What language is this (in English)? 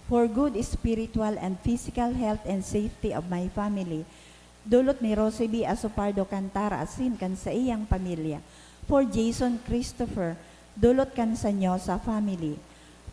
Bikol